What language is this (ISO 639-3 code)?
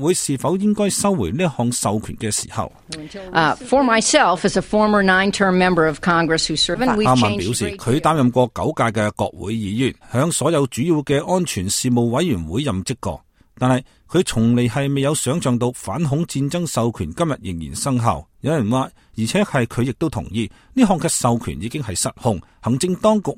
yue